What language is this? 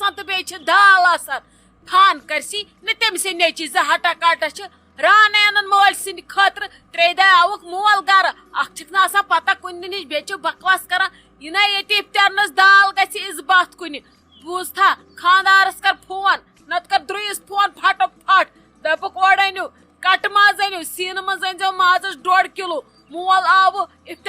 Kashmiri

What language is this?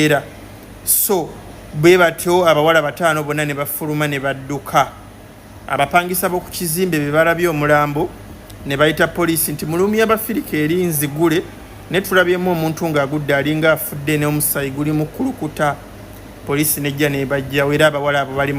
Ganda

